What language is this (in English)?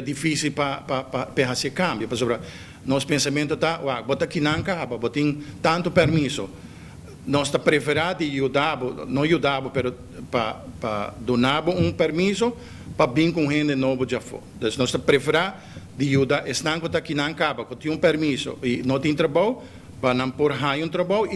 Papiamento